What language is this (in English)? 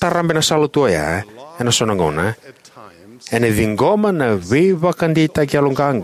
Fijian